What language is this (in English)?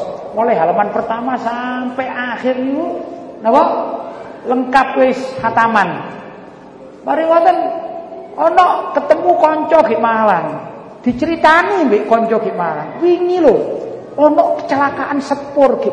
Javanese